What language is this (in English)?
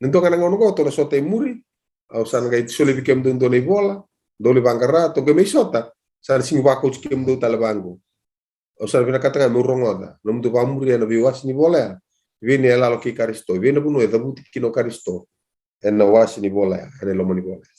Fijian